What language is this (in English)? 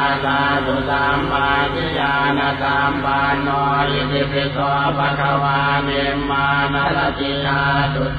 Pali